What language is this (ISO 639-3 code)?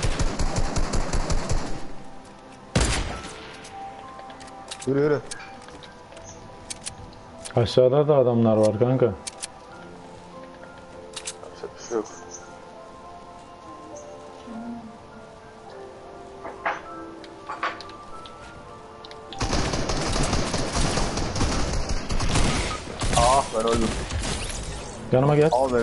tur